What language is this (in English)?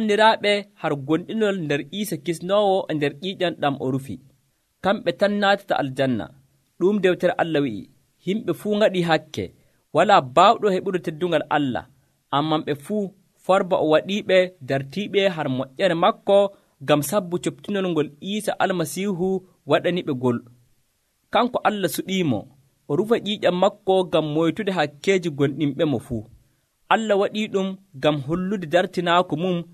Nigerian Fulfulde